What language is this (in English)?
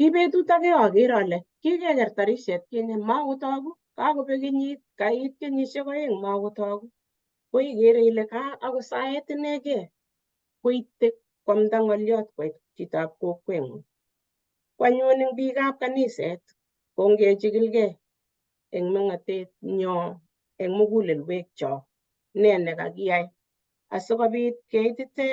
Kalenjin